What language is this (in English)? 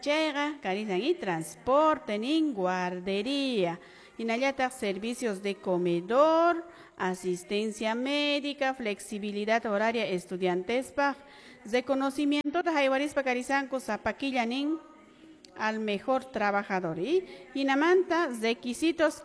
Quechua